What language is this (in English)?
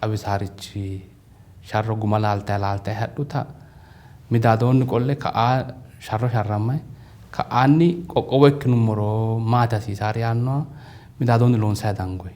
Sidamo